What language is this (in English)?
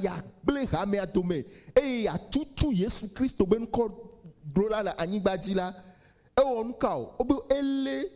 Ewe